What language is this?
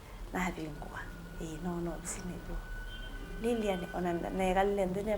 Kamba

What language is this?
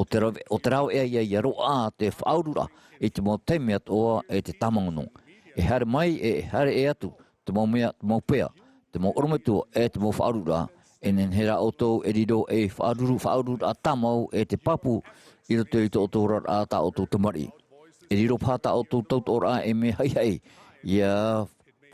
Tahitian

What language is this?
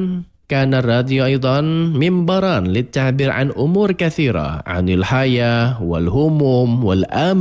Arabic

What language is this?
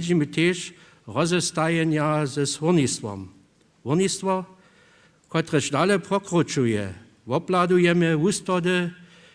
Upper Sorbian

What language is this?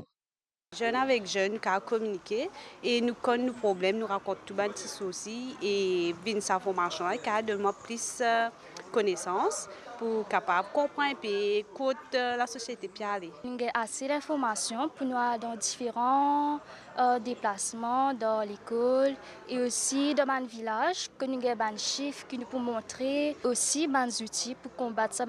Morisyen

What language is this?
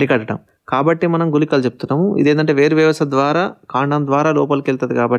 Telugu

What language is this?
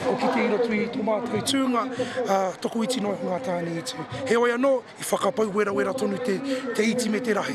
Māori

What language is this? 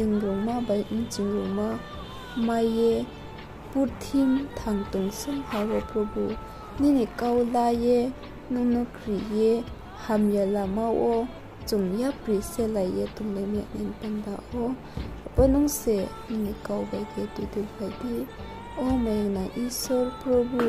Riang (India)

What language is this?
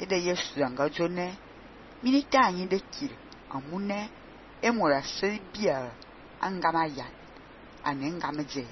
Fang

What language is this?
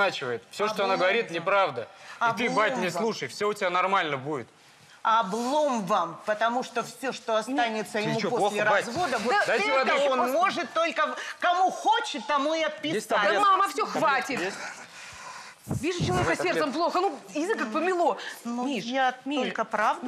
Russian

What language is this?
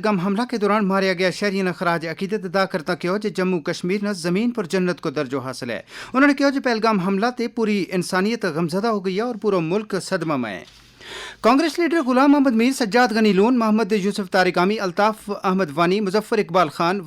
Gujari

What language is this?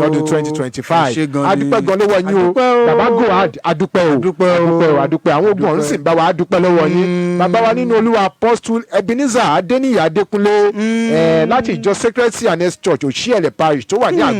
Yoruba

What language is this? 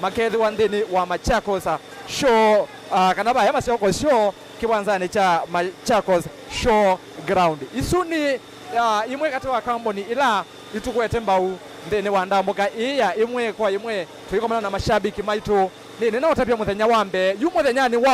Kamba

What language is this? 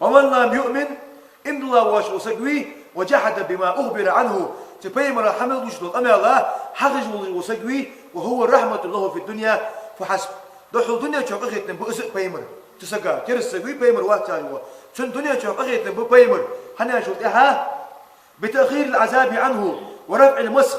Ingush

